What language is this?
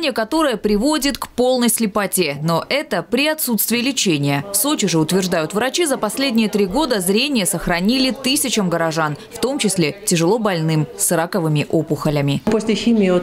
Russian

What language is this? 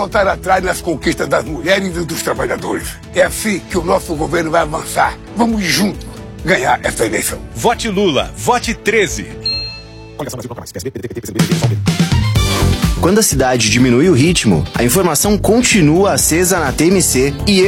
Portuguese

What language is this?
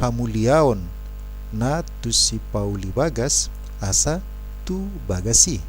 Batak Toba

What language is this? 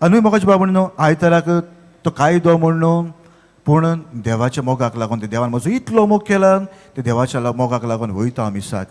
Konkani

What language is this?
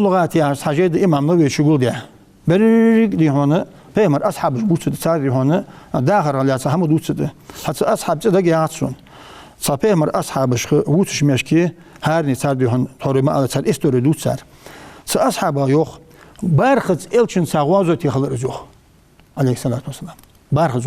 Ingush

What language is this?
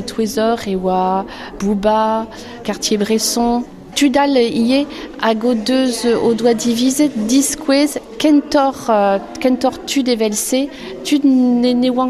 Breton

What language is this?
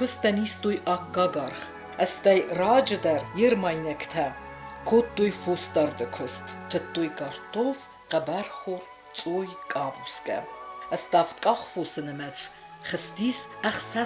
Ossetic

